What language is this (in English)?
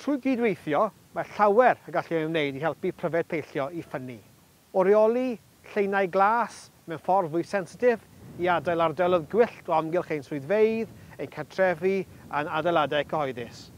Welsh